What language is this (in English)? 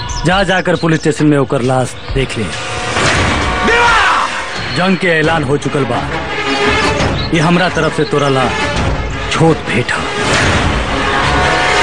Bhojpuri